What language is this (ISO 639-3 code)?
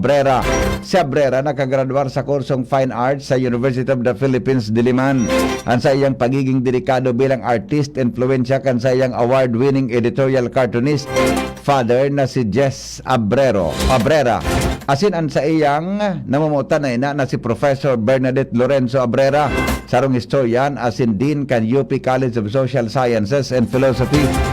bik